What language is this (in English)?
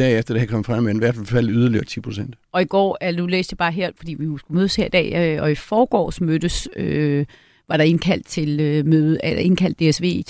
Danish